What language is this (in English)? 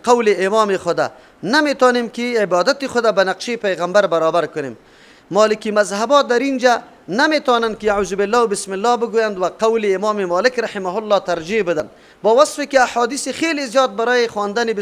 Persian